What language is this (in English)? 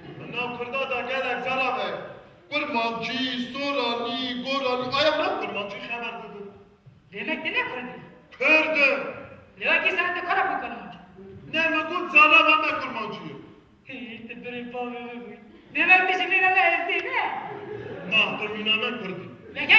Kurdish